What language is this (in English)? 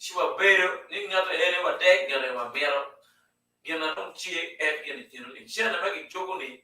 Acoli